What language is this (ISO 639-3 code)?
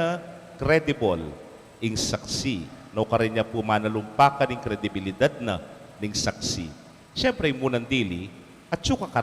pam